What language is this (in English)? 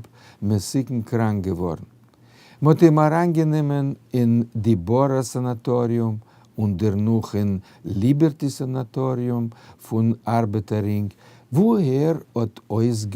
Yiddish